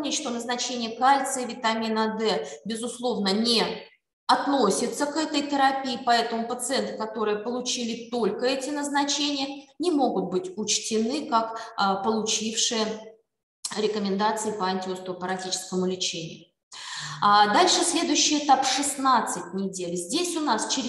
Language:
Russian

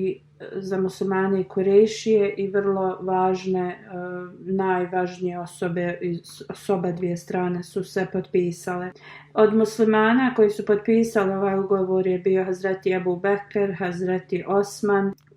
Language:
Bosnian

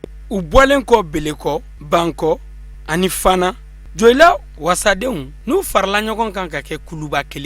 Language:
Bambara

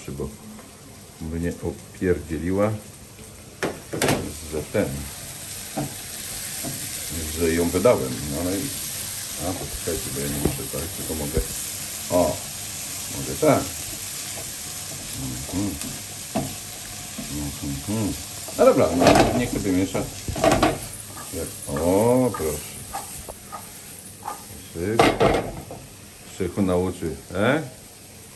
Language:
Polish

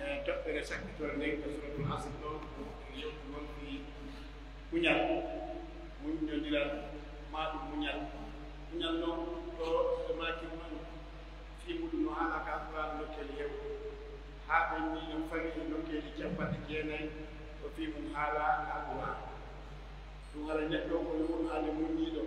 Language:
Pular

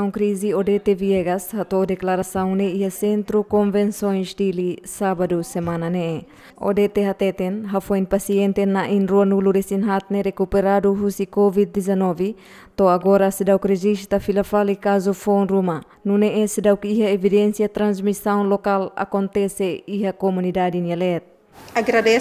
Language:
Tetum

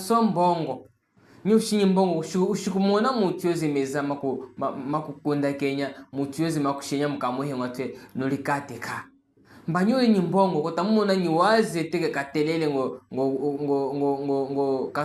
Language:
Chokwe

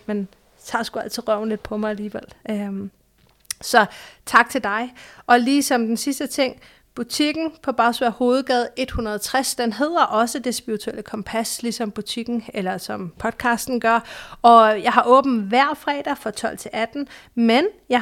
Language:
Danish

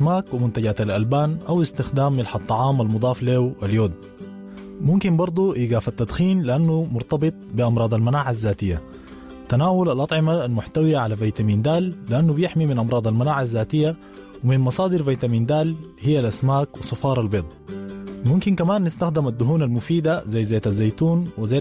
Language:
Sudanese Arabic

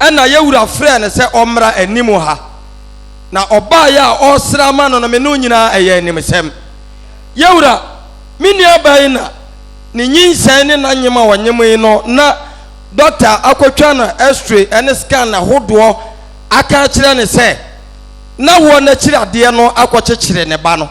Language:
Akan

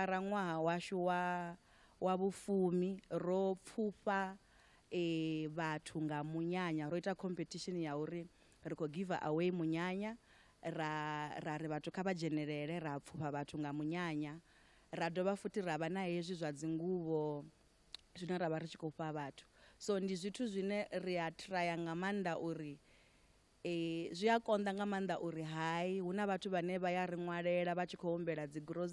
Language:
Venda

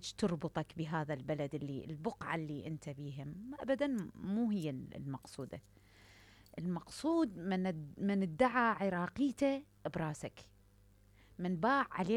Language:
Mesopotamian Arabic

